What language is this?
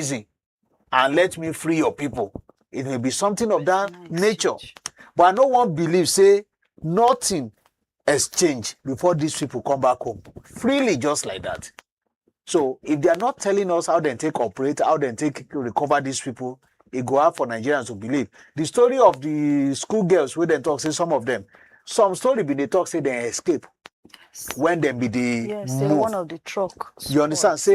Nigerian Pidgin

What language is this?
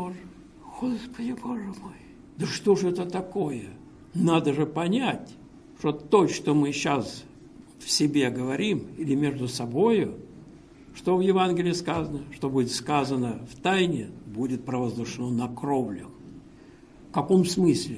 Russian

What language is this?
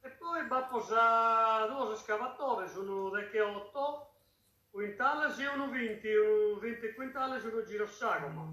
Sardinian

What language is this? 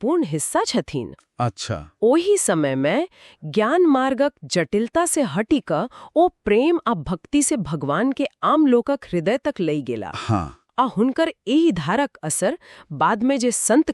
Maithili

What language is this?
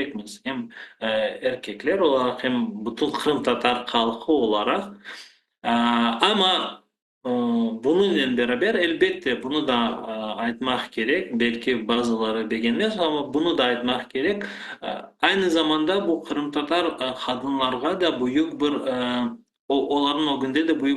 Crimean Tatar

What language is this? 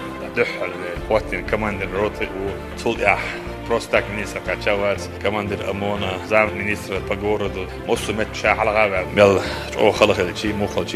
Chechen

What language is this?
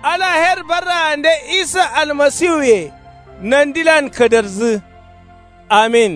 Kanuri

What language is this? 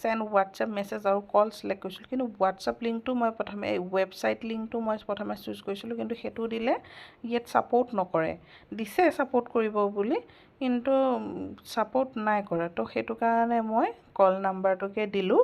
Assamese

